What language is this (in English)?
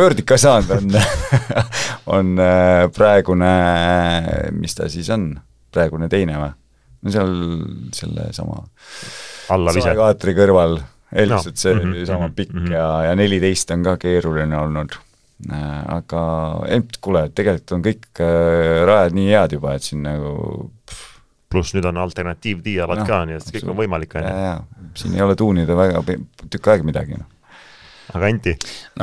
Estonian